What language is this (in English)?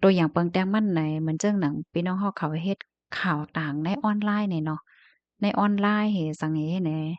Shan